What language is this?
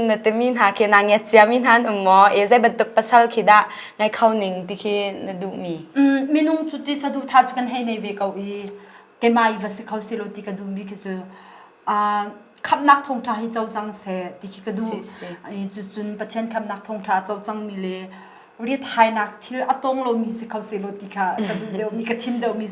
Hakha Chin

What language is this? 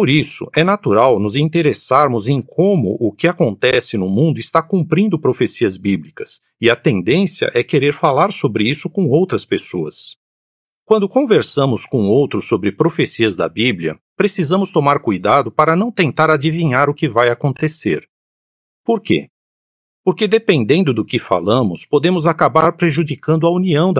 Portuguese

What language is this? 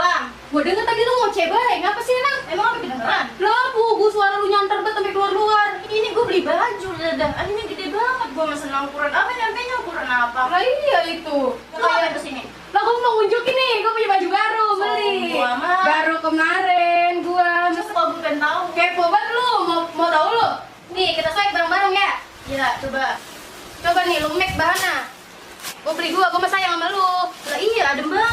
Betawi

